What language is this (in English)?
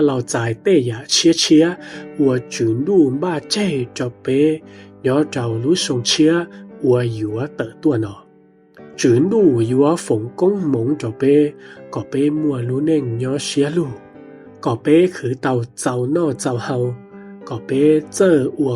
Hmong